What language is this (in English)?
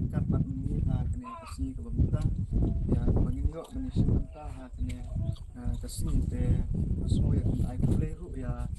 Khasi